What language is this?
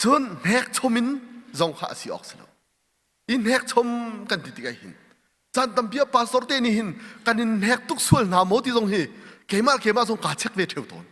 Hakha Chin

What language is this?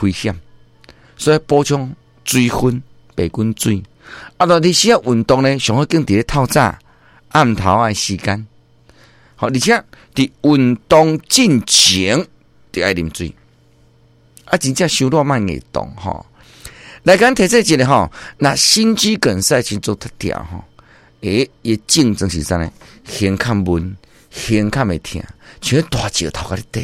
Min Nan Chinese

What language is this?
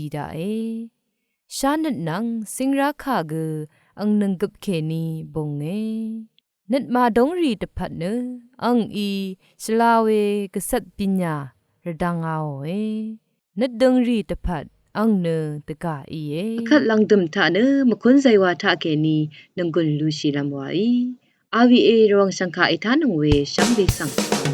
Rawang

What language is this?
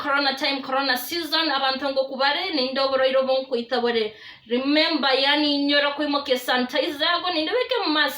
Gusii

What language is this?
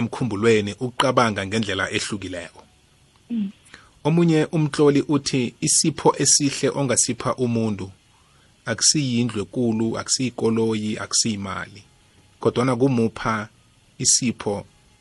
South Ndebele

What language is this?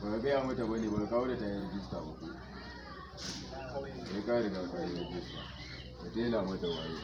Hausa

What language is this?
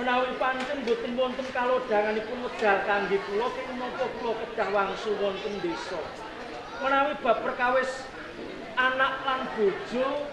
Javanese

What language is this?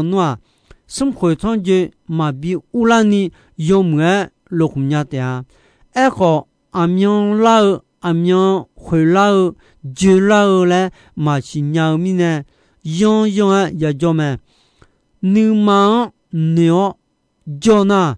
Akha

